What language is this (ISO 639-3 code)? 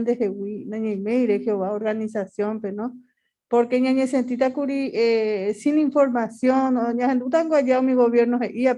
grn